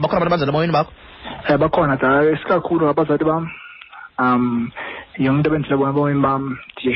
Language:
Xhosa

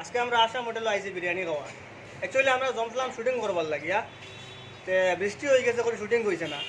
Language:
Sylheti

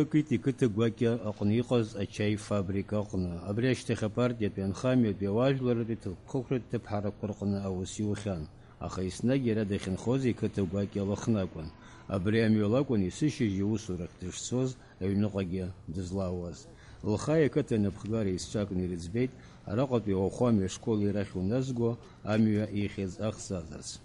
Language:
Abkhazian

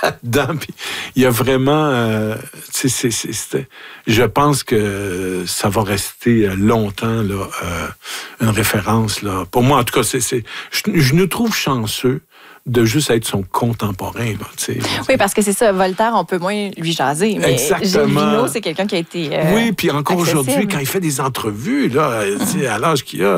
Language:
French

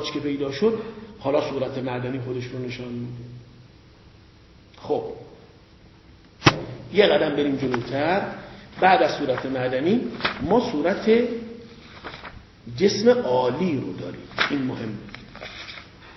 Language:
Persian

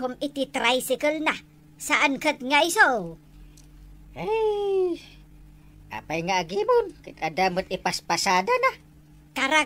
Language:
Iloko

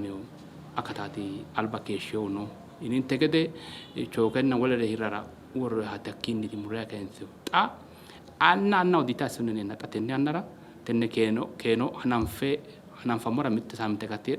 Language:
Sidamo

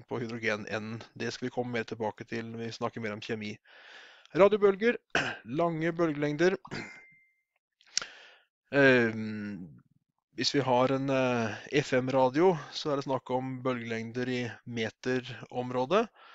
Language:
Norwegian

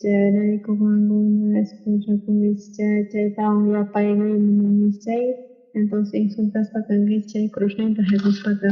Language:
South Bolivian Quechua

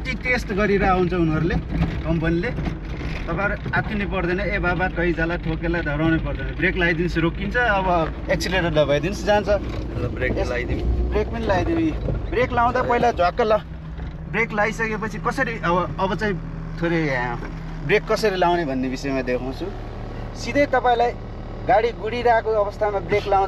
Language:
Nepali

